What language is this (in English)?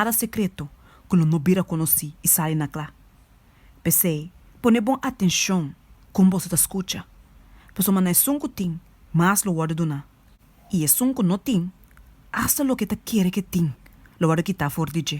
Papiamento